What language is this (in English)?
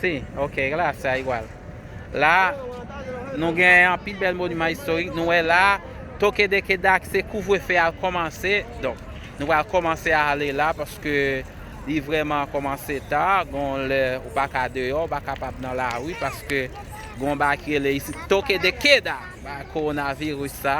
Haitian Creole